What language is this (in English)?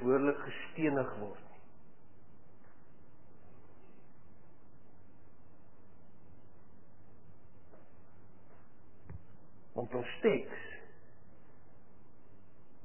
Afrikaans